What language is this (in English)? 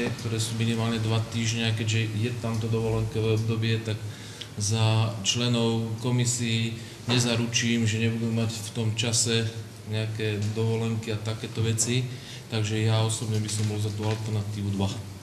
Slovak